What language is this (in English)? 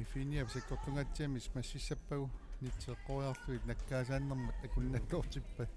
Kalaallisut